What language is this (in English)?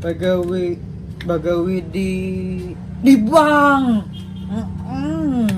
Banjar